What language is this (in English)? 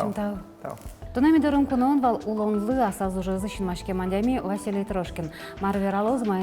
Udmurt